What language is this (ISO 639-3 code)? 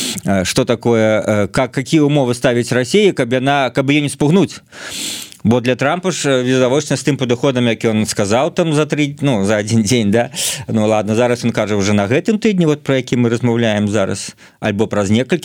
bel